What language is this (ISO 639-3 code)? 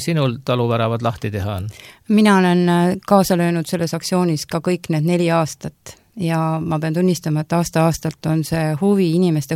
est